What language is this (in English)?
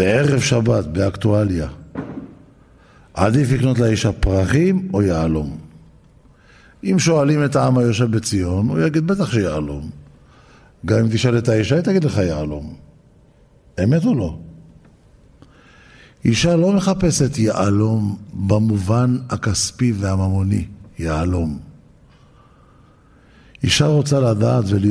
Hebrew